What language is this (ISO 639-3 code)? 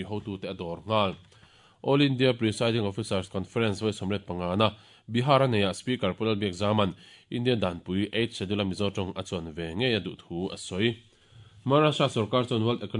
lus